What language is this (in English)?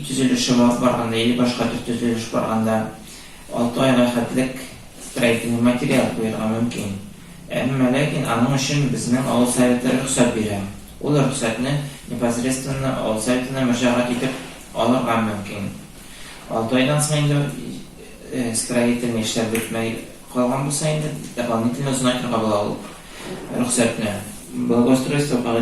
Tatar